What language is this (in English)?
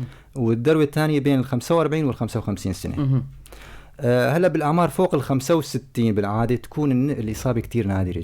North Levantine Arabic